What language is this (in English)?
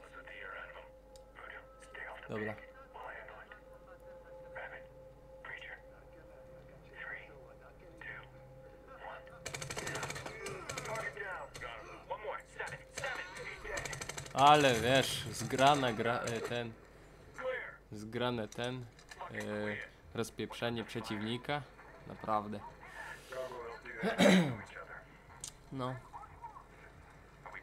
Polish